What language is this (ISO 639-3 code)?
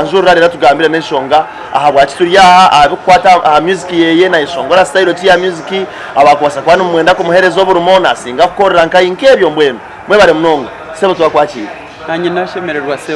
nyn